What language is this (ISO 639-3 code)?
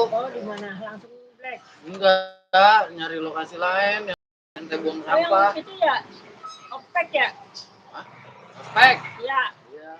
bew